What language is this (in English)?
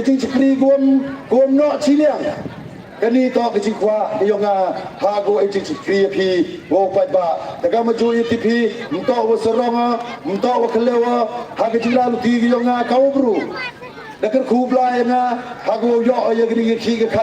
Pnar